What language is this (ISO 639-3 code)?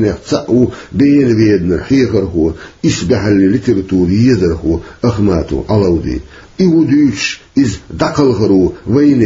che